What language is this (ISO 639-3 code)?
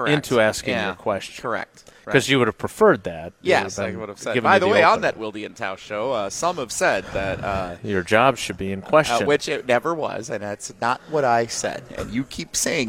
eng